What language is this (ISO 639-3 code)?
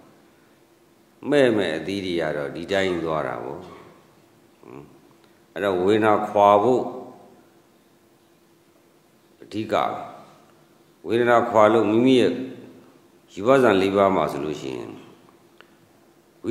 mya